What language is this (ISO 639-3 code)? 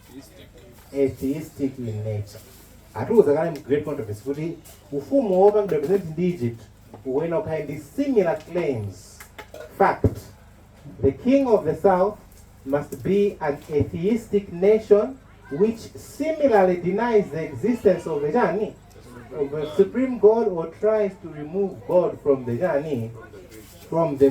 nya